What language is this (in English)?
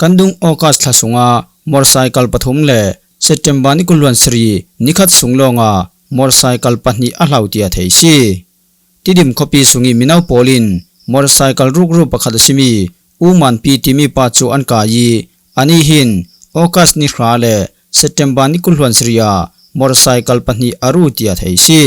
Falam Chin